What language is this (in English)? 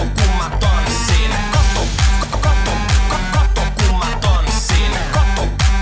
Finnish